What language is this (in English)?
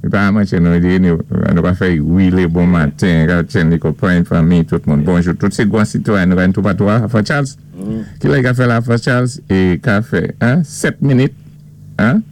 Saint Lucian Creole French